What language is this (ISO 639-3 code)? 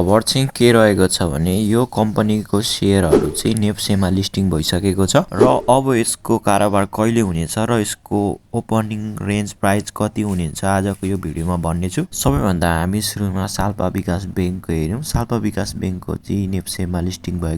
nep